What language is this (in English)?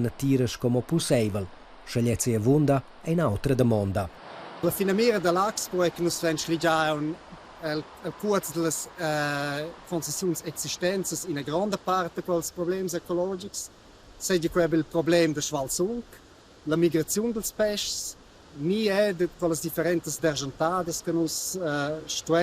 Romansh